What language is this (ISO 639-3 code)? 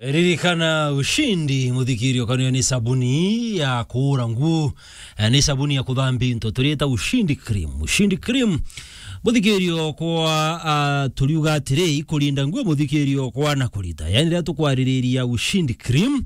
mer